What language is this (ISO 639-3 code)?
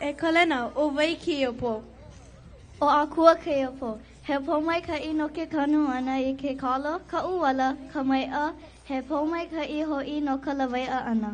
haw